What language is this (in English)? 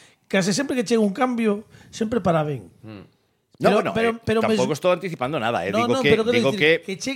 Galician